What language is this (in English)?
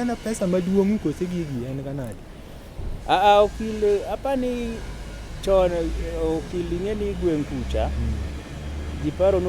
Luo (Kenya and Tanzania)